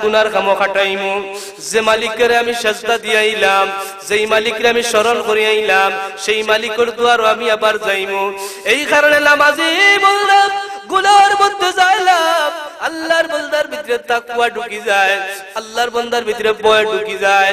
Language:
Sylheti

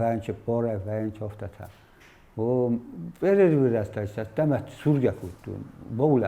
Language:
Ossetic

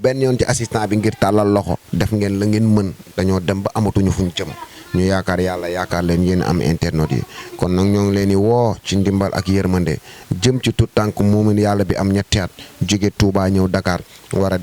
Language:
Wolof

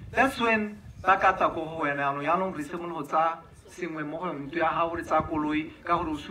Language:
Tswana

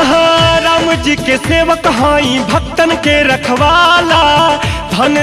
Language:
Bhojpuri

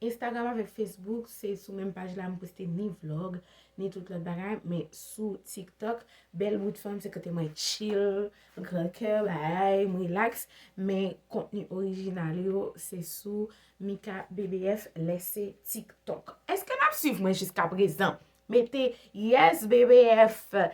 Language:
Haitian Creole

